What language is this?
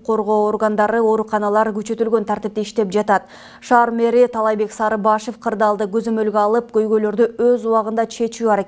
Kyrgyz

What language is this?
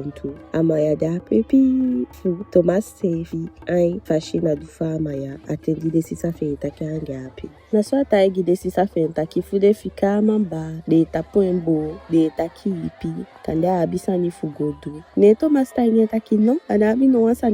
Eastern Maroon Creole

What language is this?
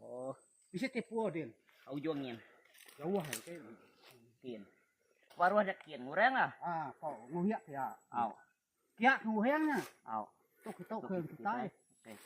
Iban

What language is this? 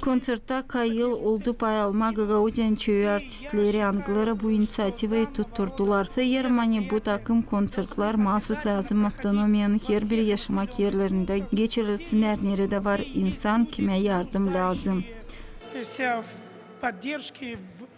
Gagauz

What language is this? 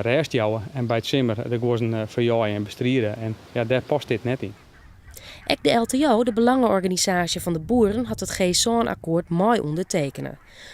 Western Frisian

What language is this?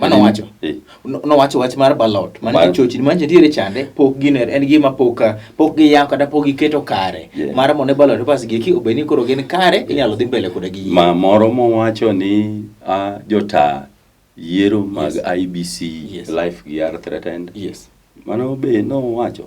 Luo (Kenya and Tanzania)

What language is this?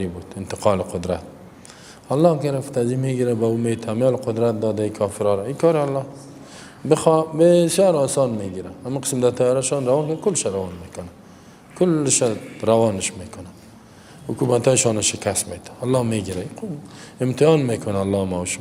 Persian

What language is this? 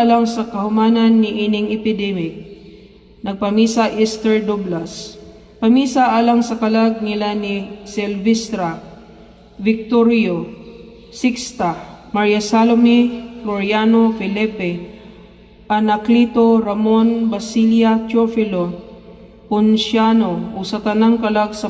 Cebuano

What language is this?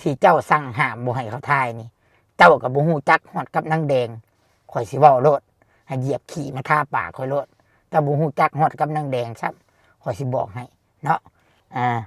Lao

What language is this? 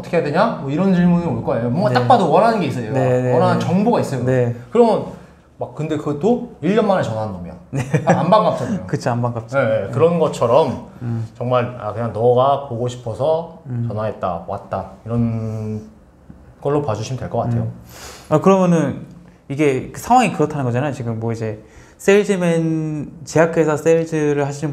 Korean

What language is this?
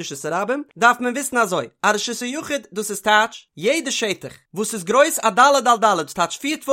Yiddish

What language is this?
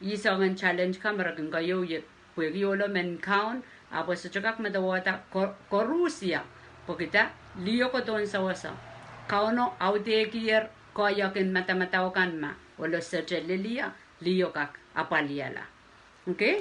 Pohnpeian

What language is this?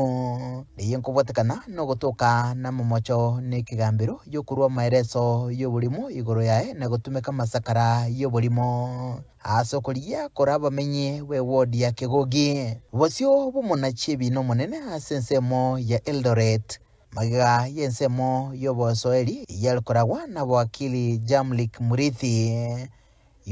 Gusii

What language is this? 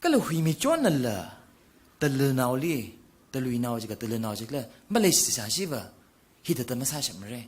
Tangkhul Naga (India)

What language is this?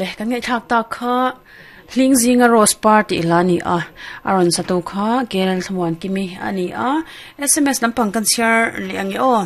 Mizo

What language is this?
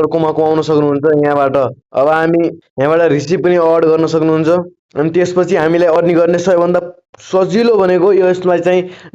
Nepali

